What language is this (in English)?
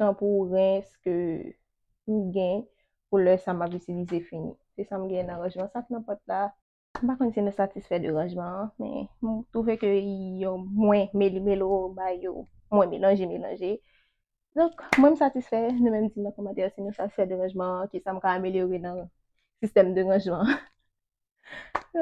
Haitian Creole